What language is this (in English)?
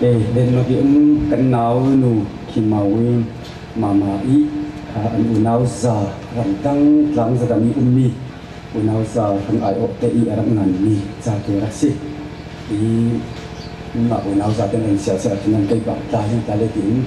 Falam Chin